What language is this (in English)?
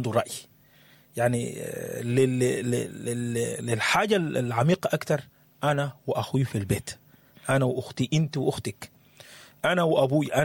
Sudanese Arabic